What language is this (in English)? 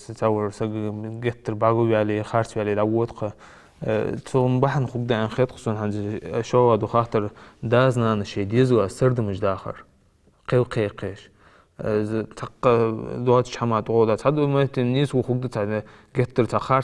Ingush